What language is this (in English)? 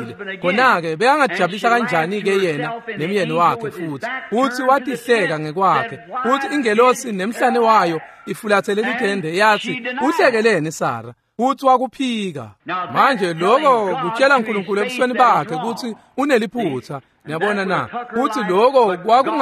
Swati